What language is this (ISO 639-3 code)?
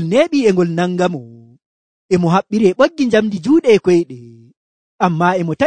fuv